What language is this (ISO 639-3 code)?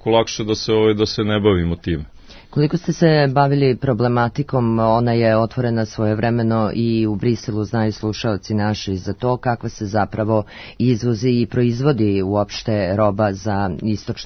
srp